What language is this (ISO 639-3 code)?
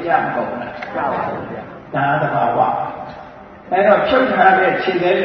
mya